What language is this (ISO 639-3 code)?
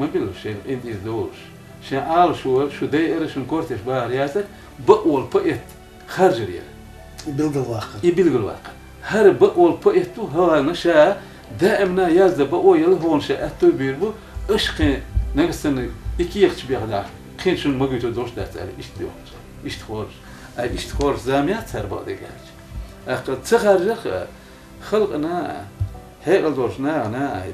che